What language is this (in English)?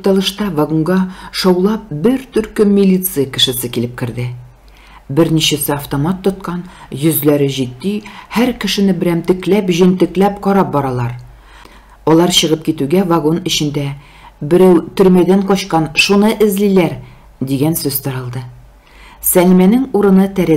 Tatar